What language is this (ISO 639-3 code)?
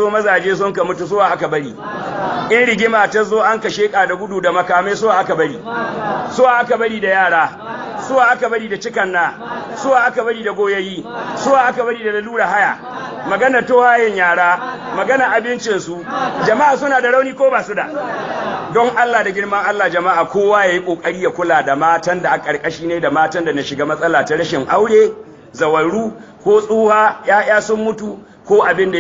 hau